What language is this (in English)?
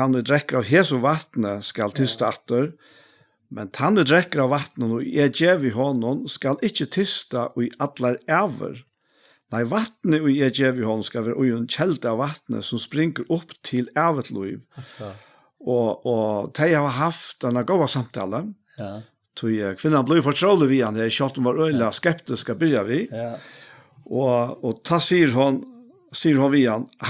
Faroese